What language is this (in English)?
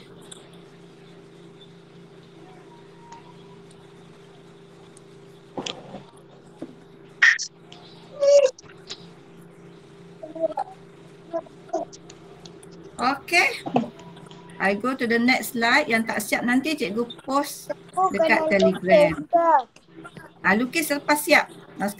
Malay